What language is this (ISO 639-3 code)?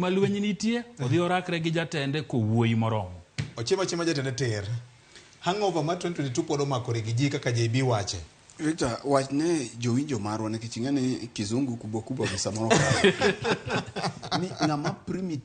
luo